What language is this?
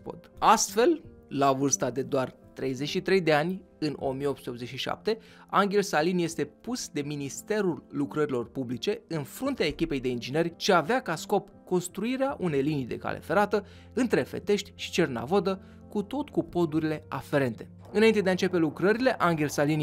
Romanian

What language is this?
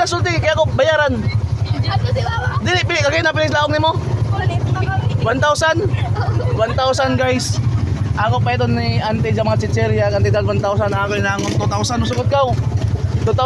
Surigaonon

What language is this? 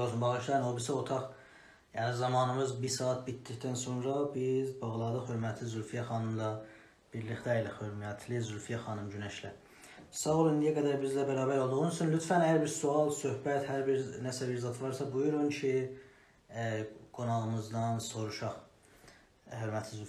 South Azerbaijani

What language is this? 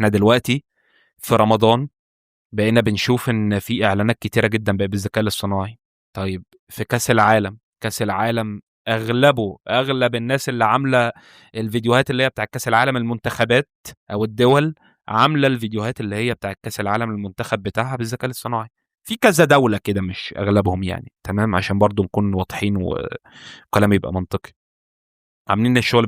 Egyptian Arabic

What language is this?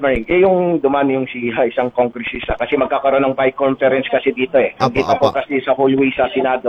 Filipino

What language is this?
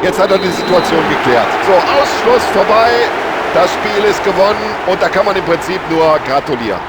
Bavarian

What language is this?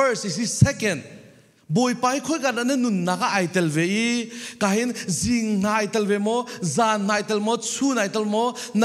Falam Chin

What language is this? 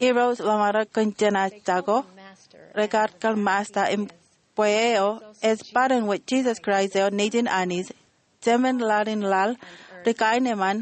Marshallese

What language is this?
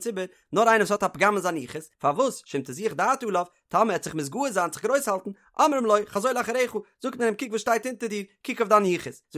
Yiddish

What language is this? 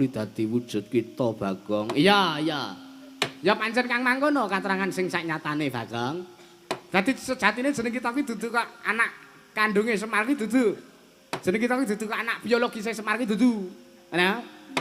Javanese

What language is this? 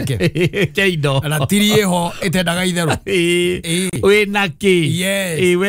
Kikuyu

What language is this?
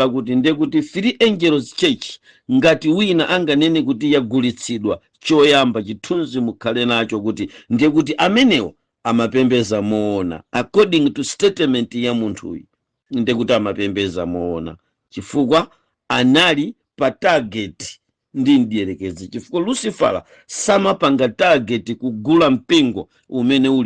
Nyanja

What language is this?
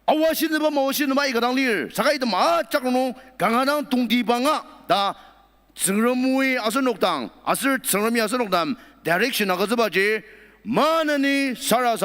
Ao Naga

